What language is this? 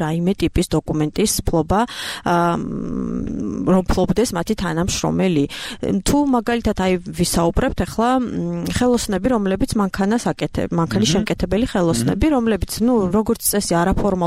Georgian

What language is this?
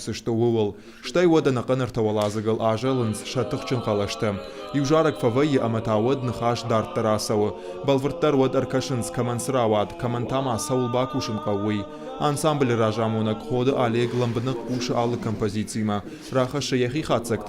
Ossetic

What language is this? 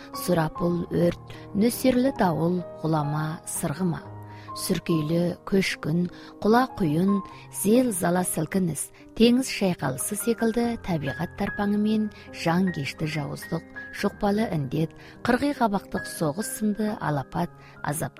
Kazakh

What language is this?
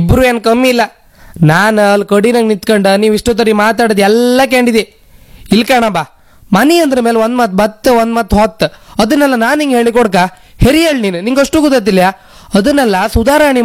Kannada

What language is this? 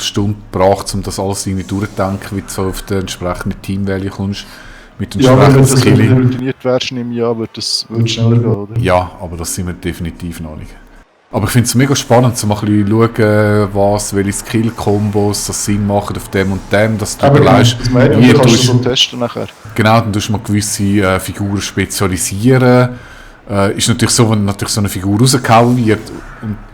Swiss German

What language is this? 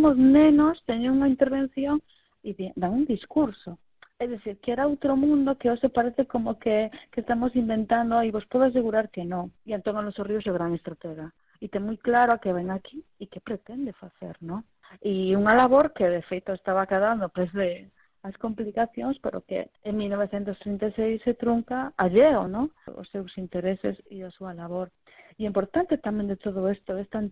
Galician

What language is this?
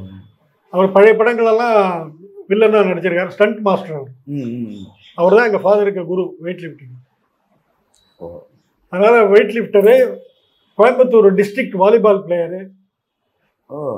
Tamil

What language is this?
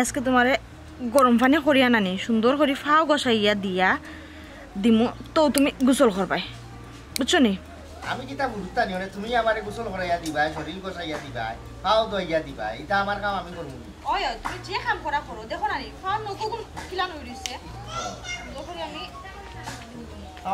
Sylheti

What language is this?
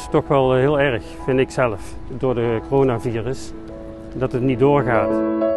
Dutch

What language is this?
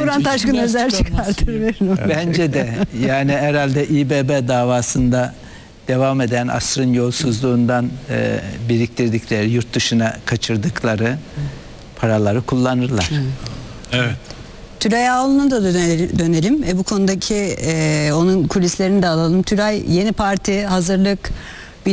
Turkish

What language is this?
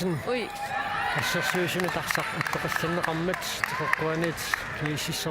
Kalaallisut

